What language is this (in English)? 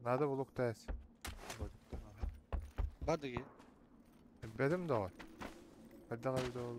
Yakut